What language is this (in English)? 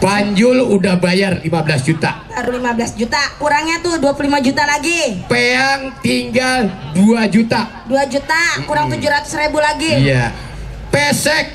Betawi